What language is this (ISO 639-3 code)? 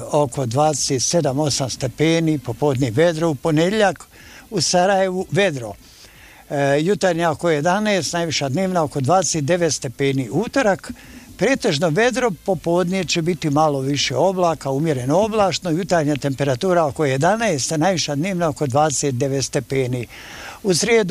bos